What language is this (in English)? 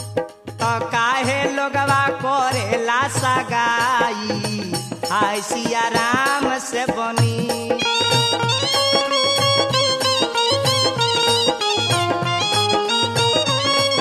Bhojpuri